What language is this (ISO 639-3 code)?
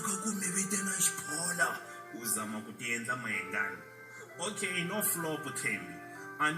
tso